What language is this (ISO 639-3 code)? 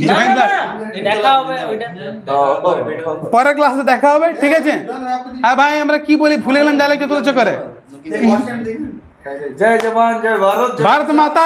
ben